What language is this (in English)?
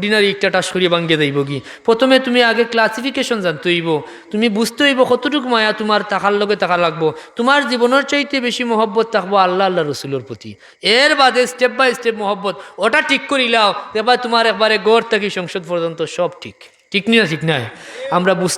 Sylheti